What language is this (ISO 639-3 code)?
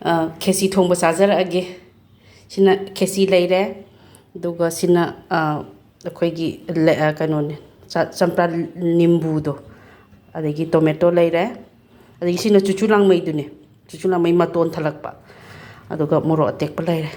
mni